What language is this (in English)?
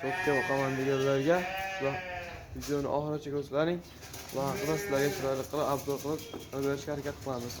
Uzbek